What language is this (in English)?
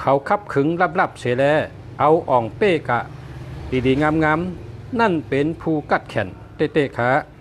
Shan